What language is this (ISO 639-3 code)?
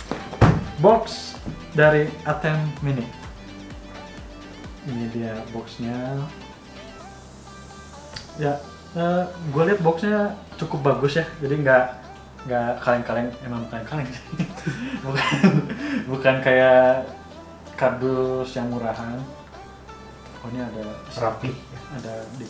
ind